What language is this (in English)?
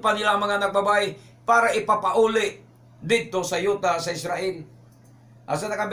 Cebuano